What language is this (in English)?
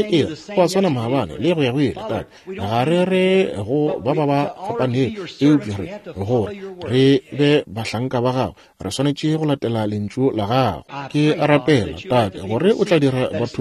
Northern Sotho